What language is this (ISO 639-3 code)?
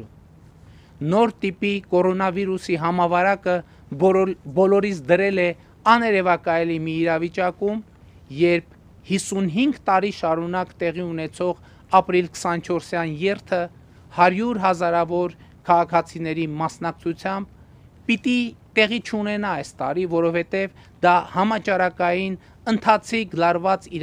hye